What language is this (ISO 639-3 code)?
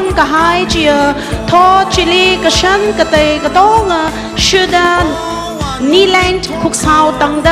nmf